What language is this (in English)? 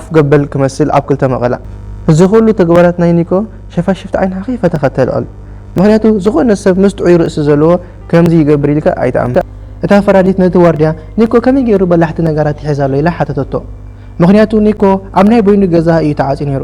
Tigrinya